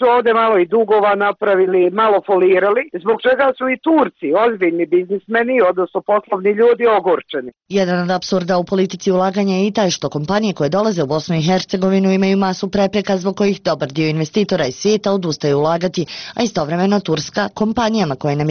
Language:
Bosnian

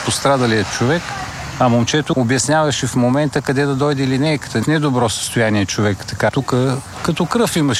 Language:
Bulgarian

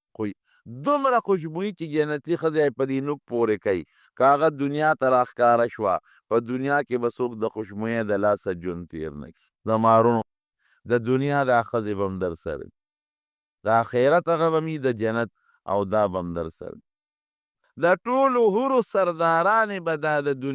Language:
Pashto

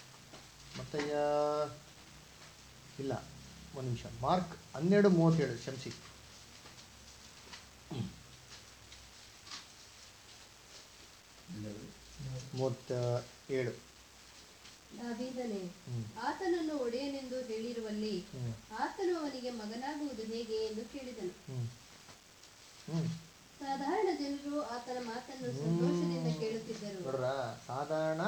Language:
Kannada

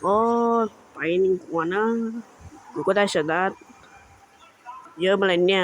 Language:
Lao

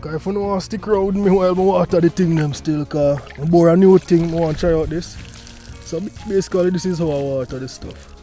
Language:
Jamaican Creole English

